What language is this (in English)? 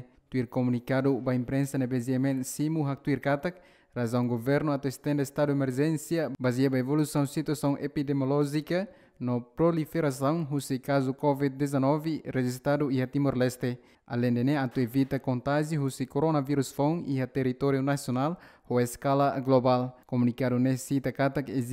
Tetum